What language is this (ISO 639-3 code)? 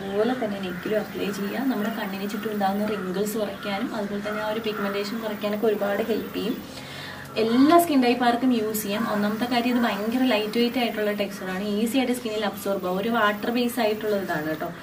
mal